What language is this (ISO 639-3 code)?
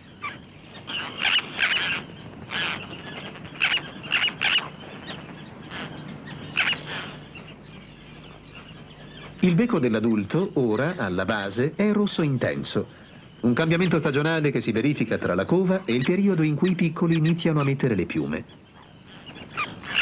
ita